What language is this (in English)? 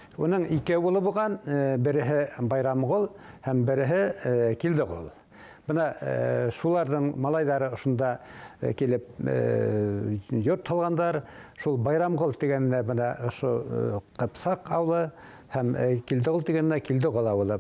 Bashkir